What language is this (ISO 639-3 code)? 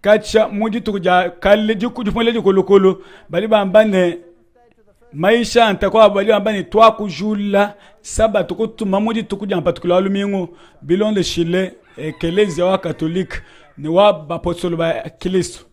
lua